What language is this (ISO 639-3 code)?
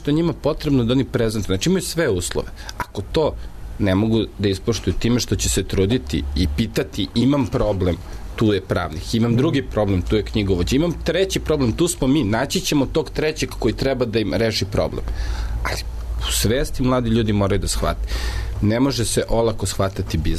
srp